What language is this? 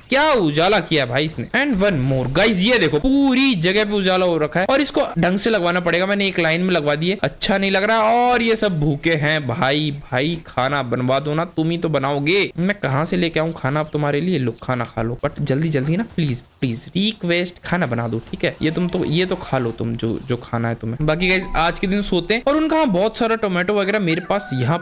Hindi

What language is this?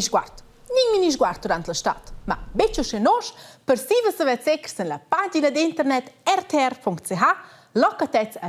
Romansh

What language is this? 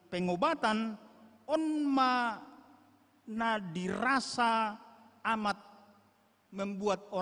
Batak Toba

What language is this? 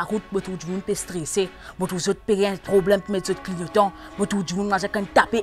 Morisyen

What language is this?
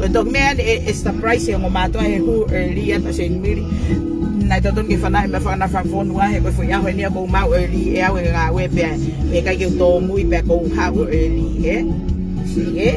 Tongan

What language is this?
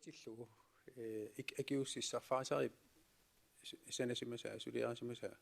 Kalaallisut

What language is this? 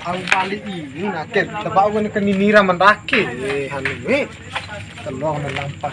Bima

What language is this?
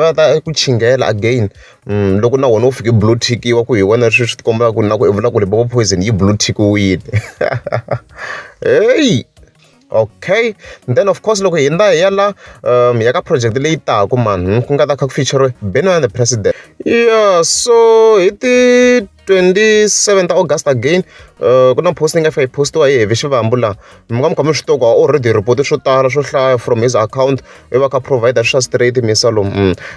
Tsonga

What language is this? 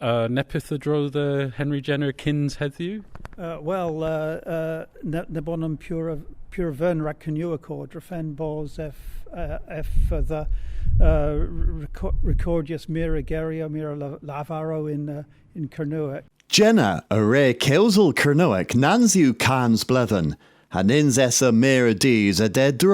Cornish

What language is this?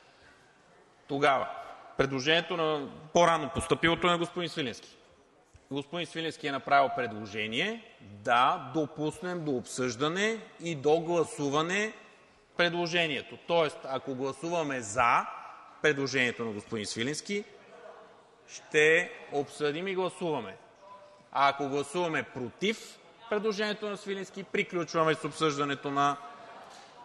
Bulgarian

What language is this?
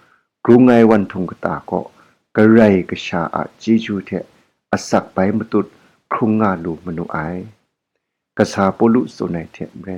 Kachin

